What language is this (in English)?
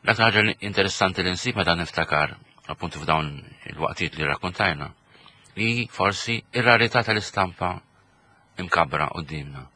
Maltese